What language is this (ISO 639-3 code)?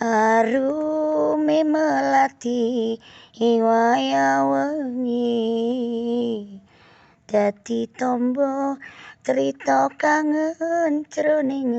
jav